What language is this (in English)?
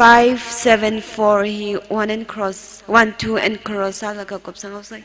Tangkhul Naga (India)